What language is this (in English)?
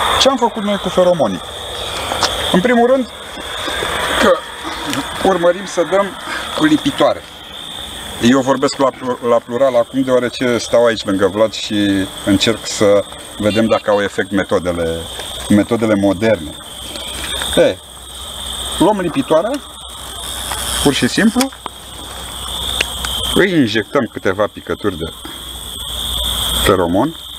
Romanian